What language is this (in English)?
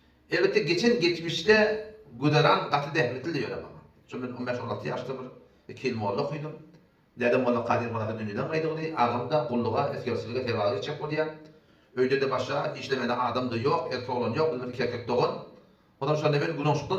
Turkmen